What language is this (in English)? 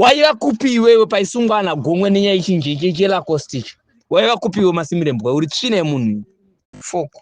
Shona